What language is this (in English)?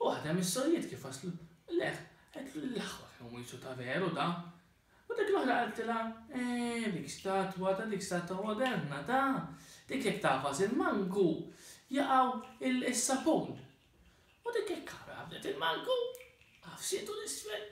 Maltese